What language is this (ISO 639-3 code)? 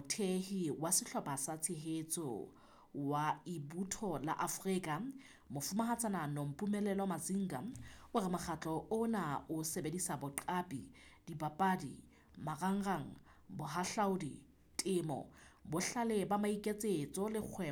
sot